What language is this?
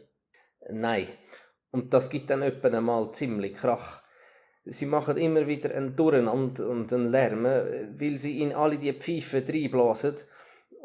Swiss German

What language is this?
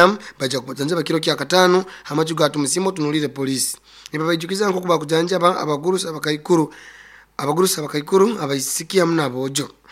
Nyoro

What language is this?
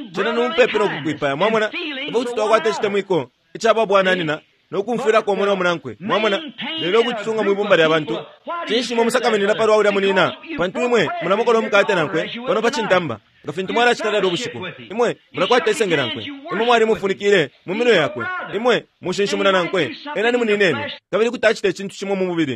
Bemba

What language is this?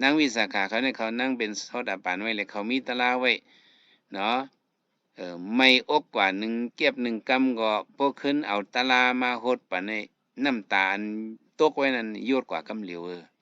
Shan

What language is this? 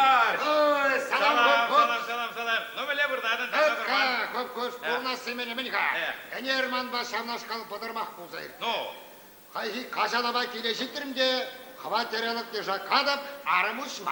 Chuvash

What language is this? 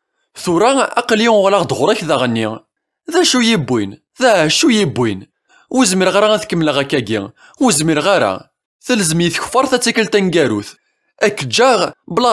Kabyle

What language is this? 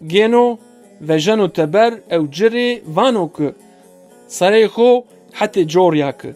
Zaza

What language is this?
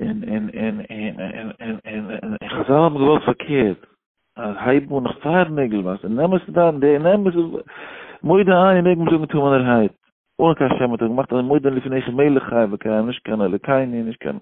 Yiddish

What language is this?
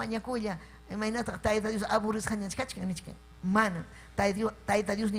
Ayacucho Quechua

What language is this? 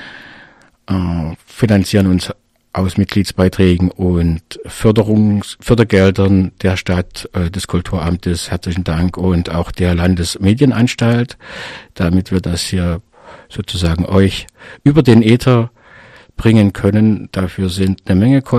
German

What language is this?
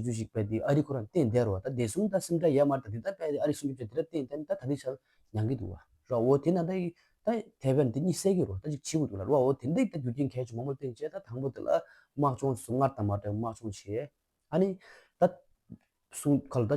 Tibetan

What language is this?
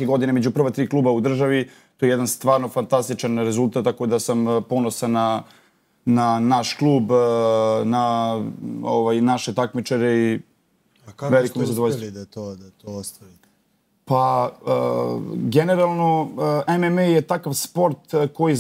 Bosnian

